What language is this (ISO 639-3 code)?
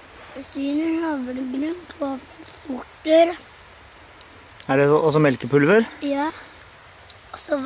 nor